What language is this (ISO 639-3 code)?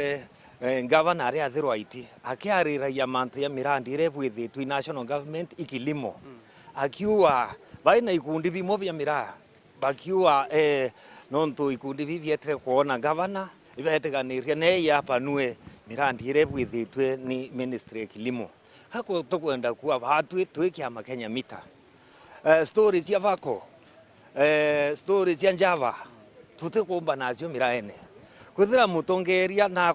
mer